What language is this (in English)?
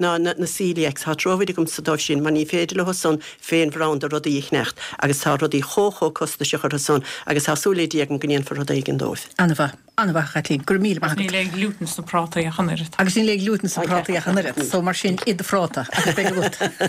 Irish